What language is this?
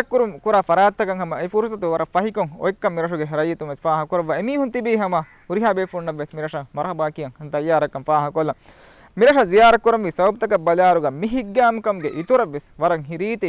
Divehi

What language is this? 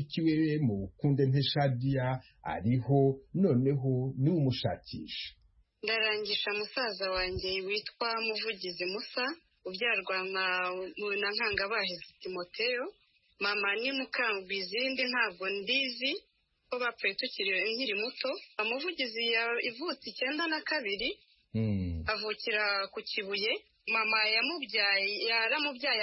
Kinyarwanda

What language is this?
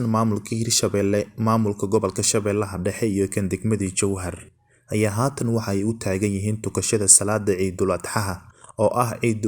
Somali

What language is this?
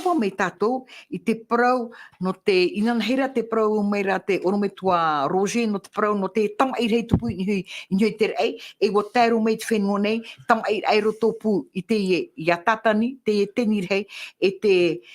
Tahitian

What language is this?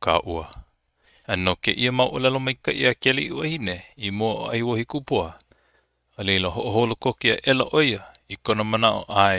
Hawaiian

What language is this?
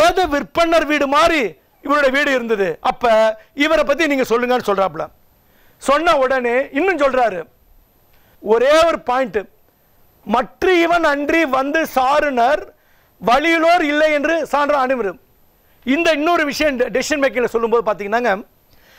Tamil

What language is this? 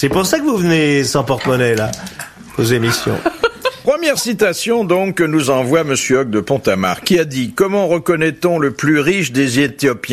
French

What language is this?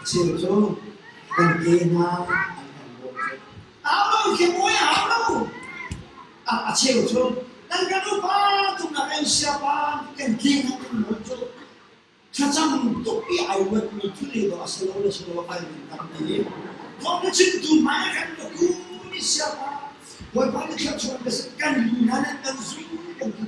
Hakha Chin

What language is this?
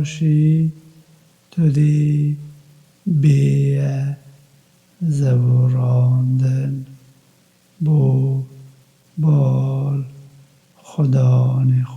Kurdish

